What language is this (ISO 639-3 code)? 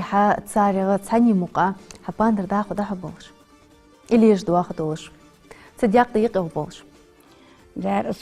inh